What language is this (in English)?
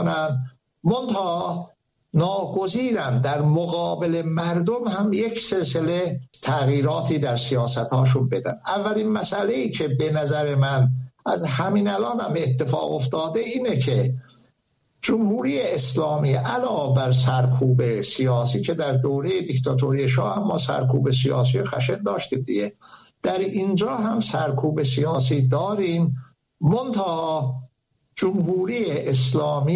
Persian